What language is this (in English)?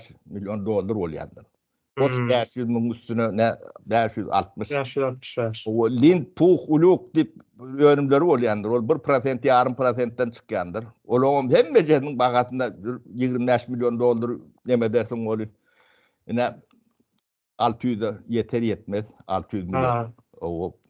Turkmen